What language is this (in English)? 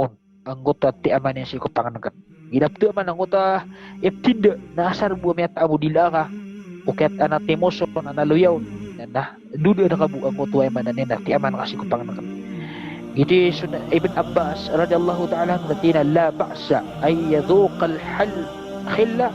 Maranao